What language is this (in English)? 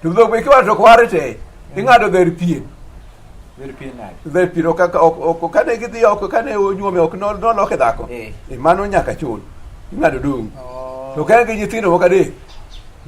Luo (Kenya and Tanzania)